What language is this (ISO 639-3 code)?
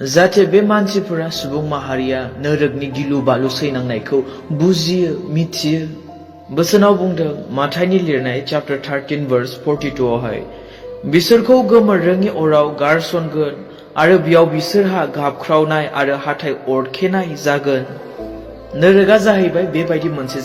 brx